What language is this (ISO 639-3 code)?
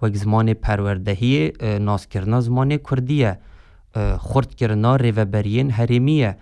kur